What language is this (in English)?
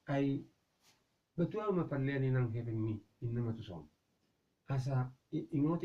Batak Toba